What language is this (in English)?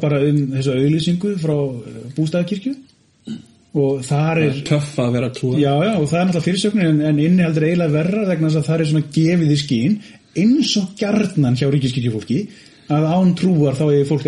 Icelandic